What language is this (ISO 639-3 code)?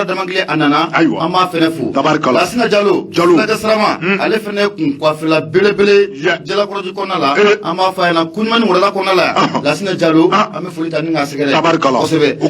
bam